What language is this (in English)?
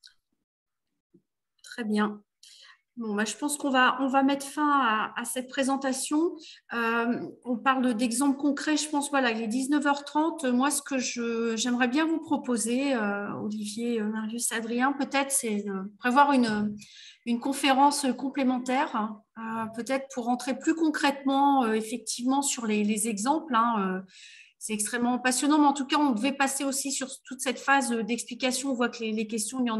French